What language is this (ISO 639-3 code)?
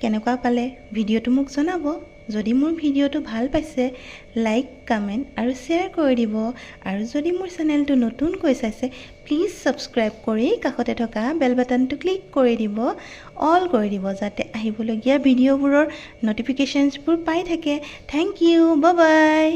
asm